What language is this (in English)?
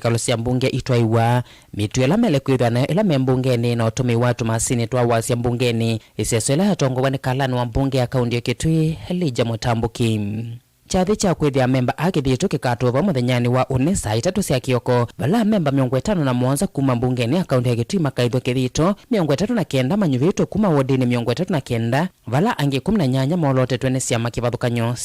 Kamba